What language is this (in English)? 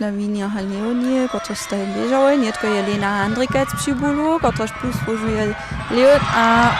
Upper Sorbian